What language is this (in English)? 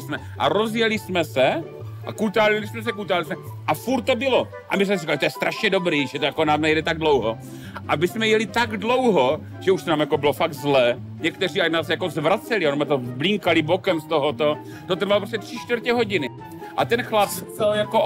Czech